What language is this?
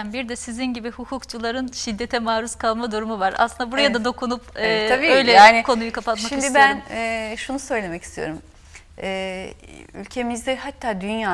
Turkish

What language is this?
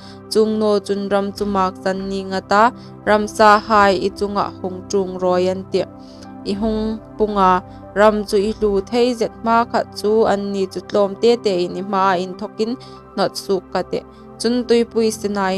Hmar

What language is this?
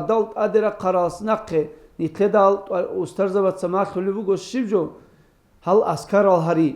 Avaric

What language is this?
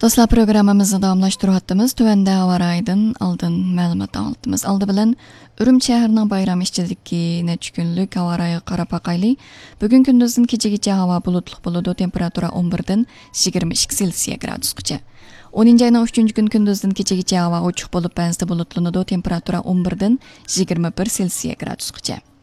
Uyghur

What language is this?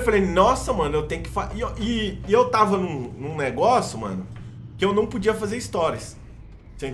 Portuguese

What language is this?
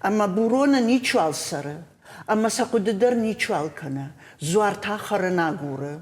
Ossetic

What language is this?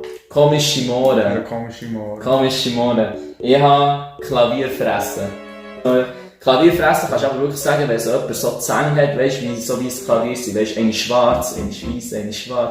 Swiss German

